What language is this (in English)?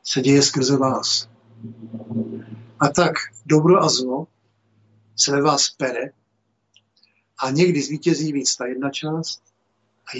Czech